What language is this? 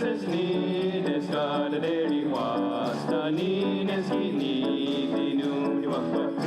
Mohawk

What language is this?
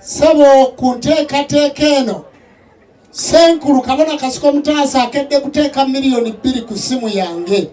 Ganda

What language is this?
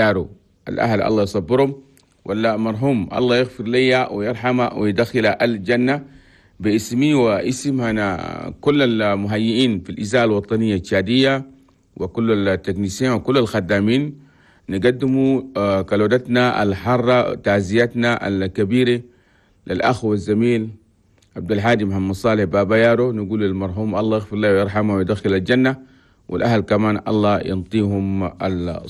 Chadian Arabic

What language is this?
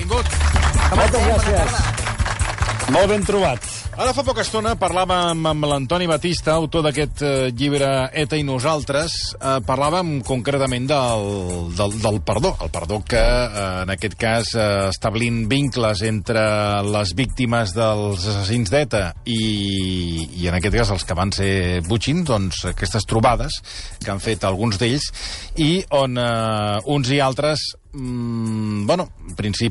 Catalan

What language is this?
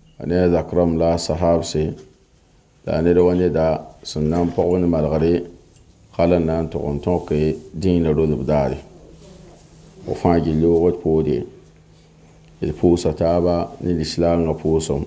Mossi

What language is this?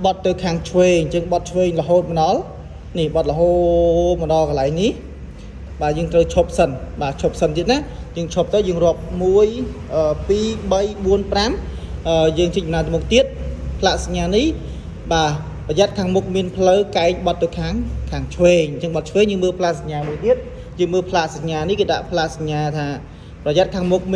Khmer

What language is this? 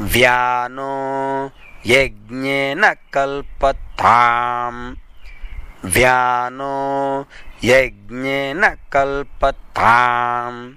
Sanskrit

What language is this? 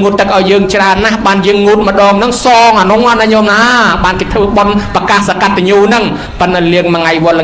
Khmer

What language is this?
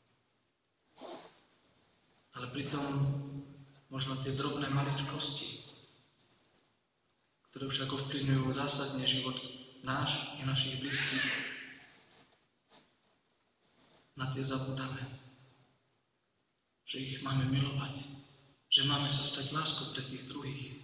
Slovak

